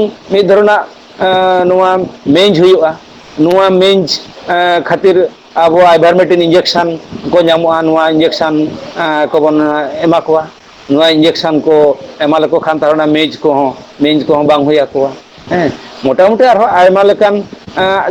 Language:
Santali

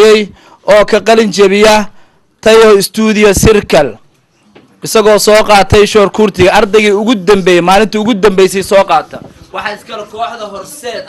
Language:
Somali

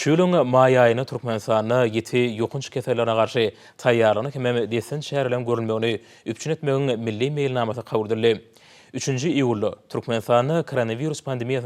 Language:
Turkmen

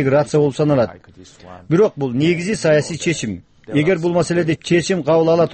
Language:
Kyrgyz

